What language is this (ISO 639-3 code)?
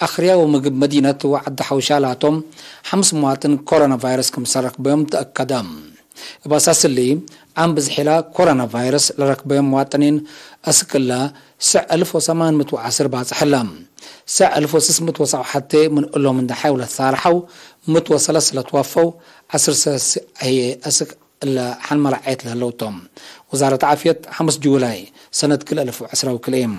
tig